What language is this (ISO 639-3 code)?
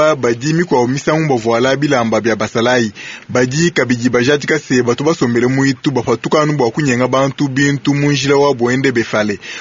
lua